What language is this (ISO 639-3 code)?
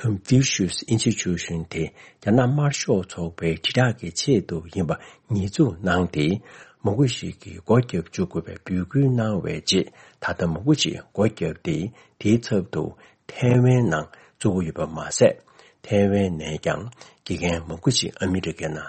bod